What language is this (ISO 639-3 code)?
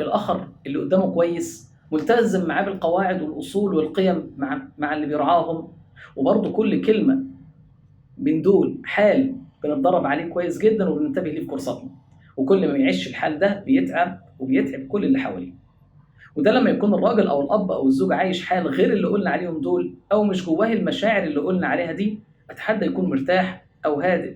arz